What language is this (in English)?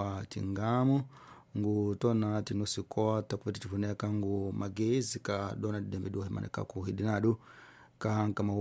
Tsonga